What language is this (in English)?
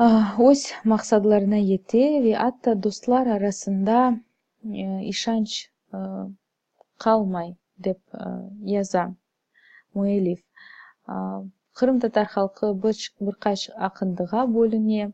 Crimean Tatar